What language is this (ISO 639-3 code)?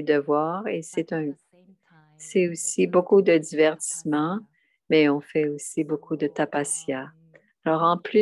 fra